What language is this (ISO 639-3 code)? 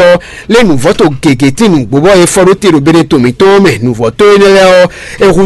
fon